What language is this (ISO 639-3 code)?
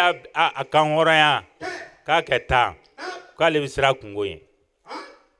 bam